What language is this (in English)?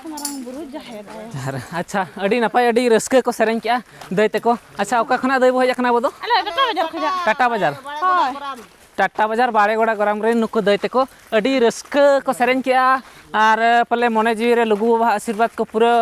Santali